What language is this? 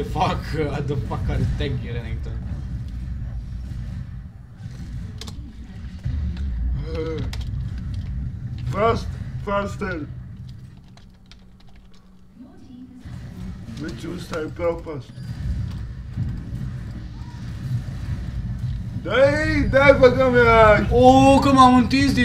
Romanian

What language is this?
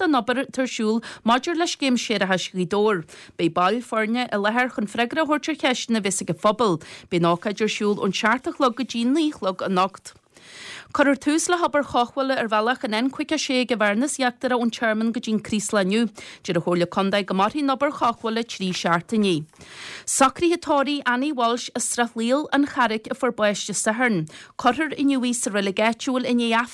Irish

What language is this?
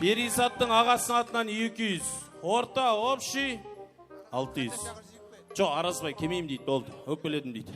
Kara-Kalpak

